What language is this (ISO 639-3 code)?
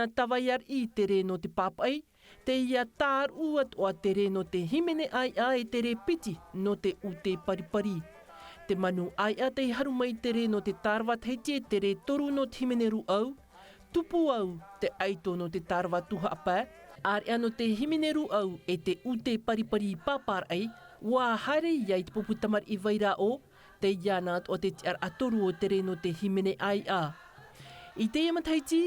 tah